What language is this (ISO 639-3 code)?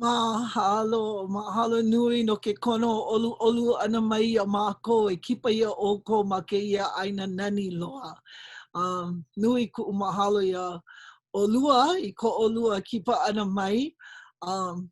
haw